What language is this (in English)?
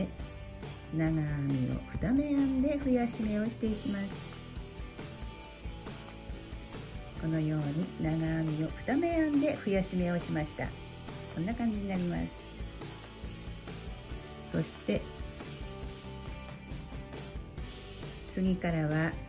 Japanese